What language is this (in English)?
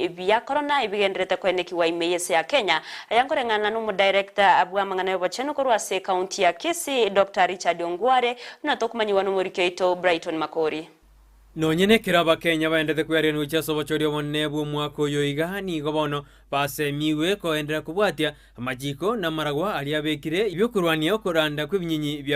Gusii